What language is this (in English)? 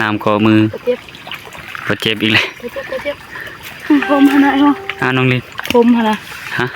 Northeastern Thai